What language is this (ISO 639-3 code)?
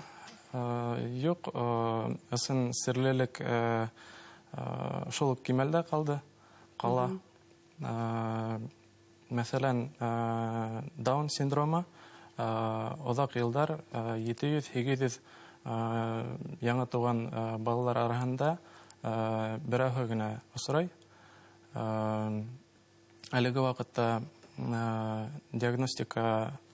bak